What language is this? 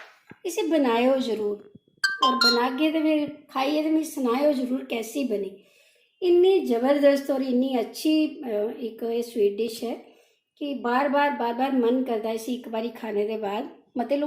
Dogri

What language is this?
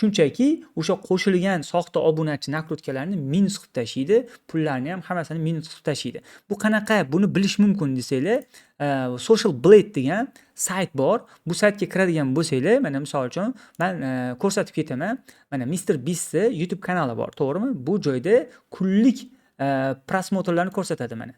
Uzbek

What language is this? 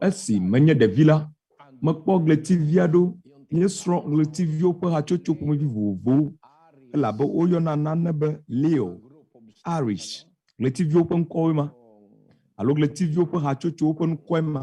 Ewe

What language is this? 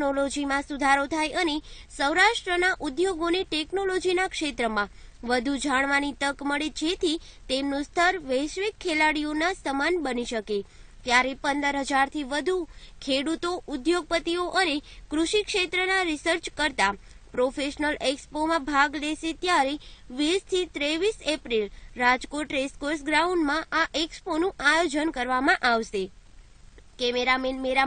Gujarati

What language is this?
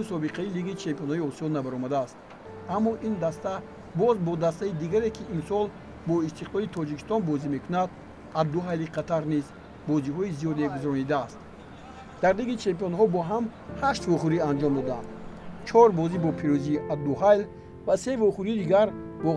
Tajik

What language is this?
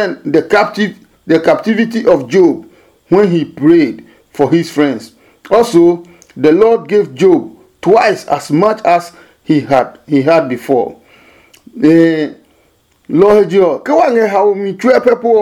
Adangme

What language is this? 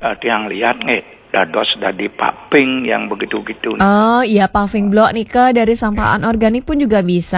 Balinese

